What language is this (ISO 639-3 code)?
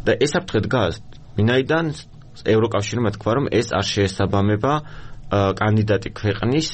kat